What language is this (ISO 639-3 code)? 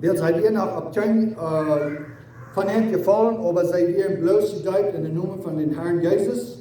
pdt